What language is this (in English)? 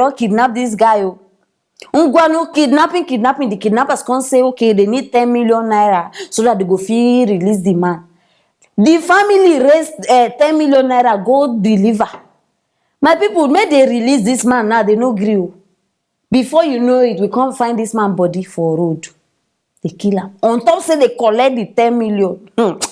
Nigerian Pidgin